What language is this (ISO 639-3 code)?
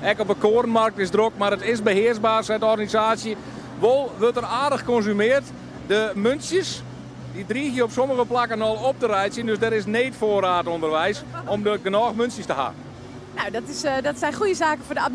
fry